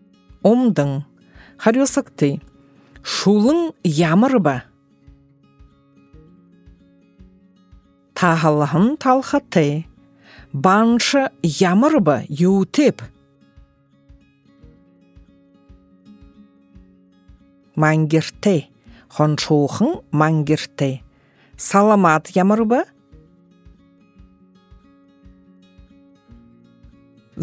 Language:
Buriat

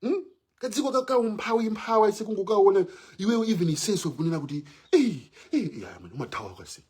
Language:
Nyanja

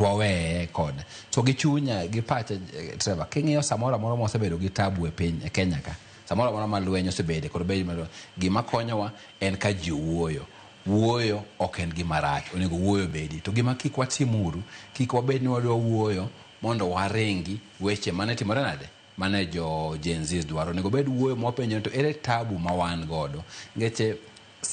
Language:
Luo (Kenya and Tanzania)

